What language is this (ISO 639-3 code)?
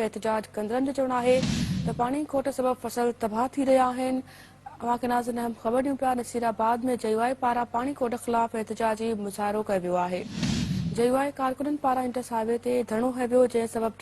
snd